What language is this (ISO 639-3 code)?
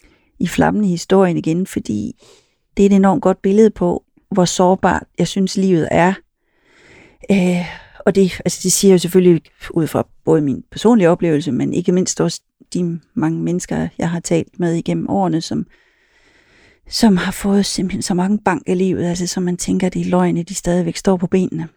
dan